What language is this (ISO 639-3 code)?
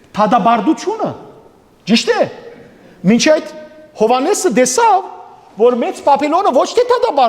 hyw